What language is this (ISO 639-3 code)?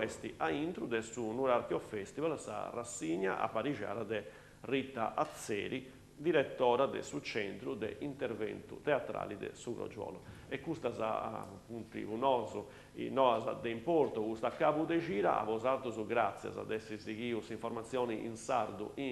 srd